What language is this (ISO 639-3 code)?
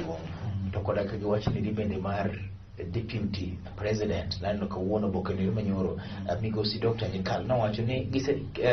luo